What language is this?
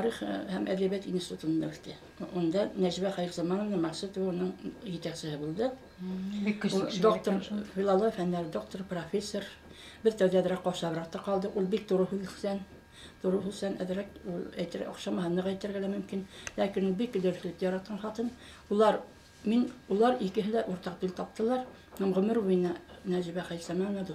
Bashkir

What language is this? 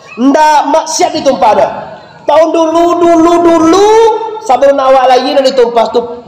Minangkabau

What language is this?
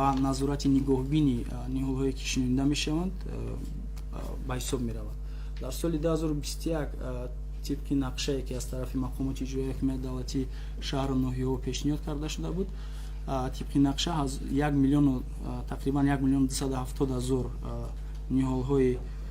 Tajik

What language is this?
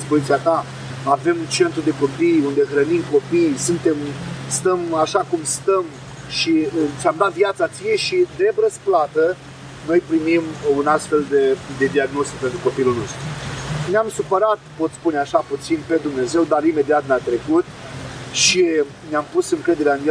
Romanian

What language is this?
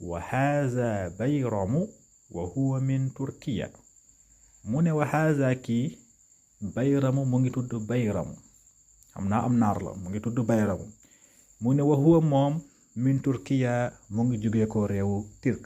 Wolof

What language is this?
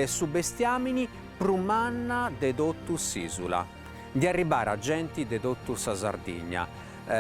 Sardinian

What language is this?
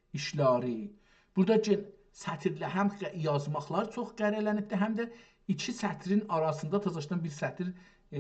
South Azerbaijani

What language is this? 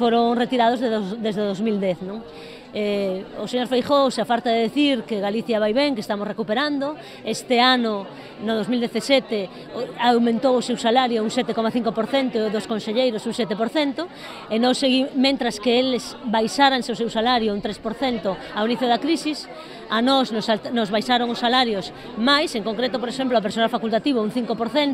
Galician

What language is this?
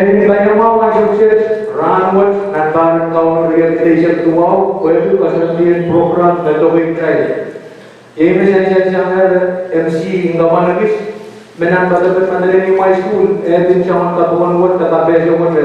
Pohnpeian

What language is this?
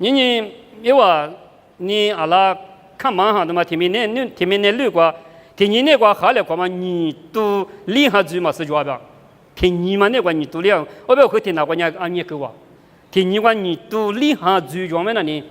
Lisu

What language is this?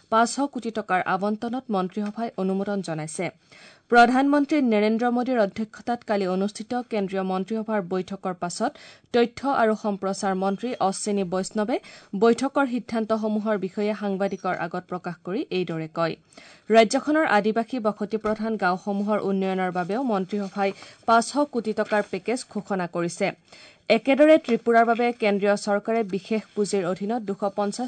Assamese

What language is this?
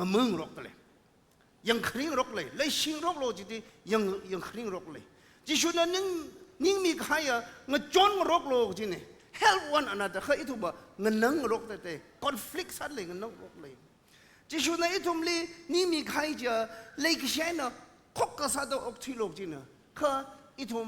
Tangkhul Naga (India)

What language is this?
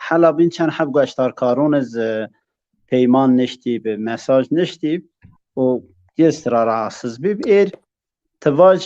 Zaza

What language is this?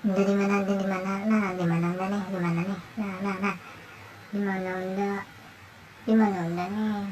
Banjar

